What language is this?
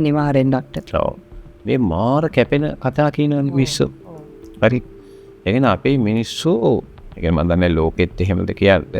Sinhala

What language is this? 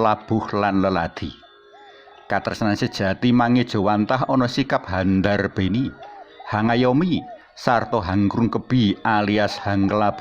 Javanese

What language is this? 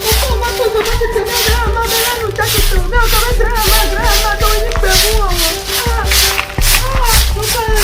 Ewe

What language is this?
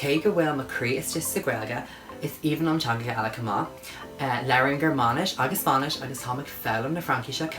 Irish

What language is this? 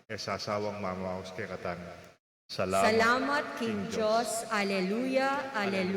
Pampanga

